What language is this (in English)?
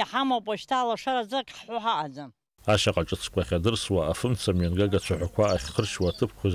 Abkhazian